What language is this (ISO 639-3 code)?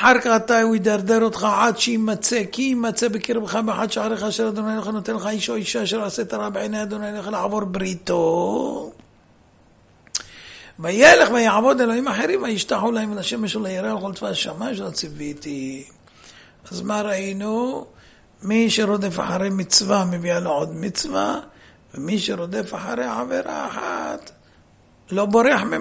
heb